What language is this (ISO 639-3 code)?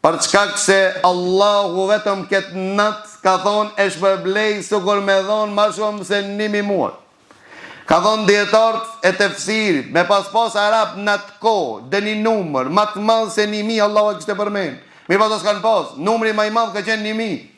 sqi